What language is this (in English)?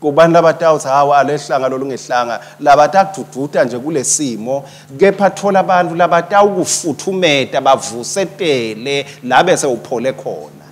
Swati